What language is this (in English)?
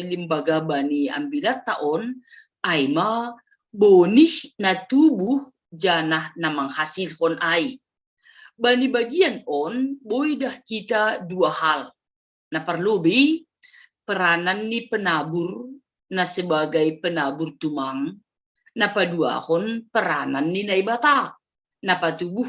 Batak Simalungun